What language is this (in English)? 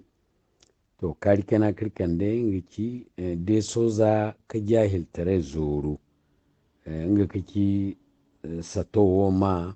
Zarma